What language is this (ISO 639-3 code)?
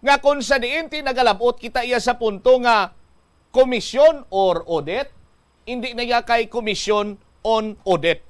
hil